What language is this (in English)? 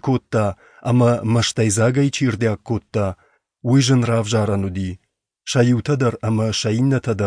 Ossetic